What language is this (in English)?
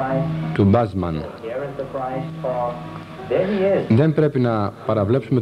Greek